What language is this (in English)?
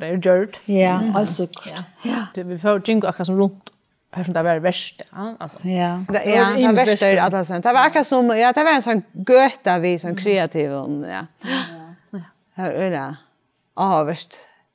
Faroese